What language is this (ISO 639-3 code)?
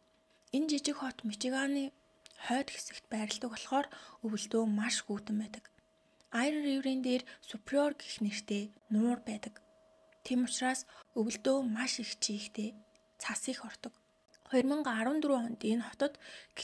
mon